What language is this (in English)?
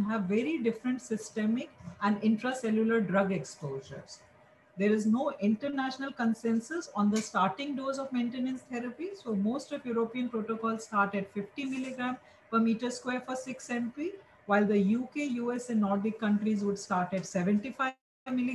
English